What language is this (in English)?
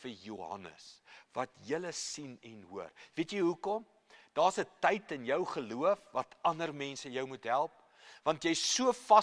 Afrikaans